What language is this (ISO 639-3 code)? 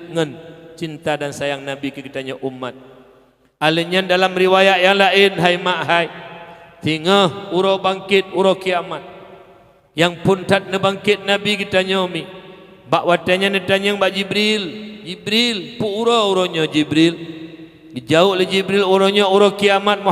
ace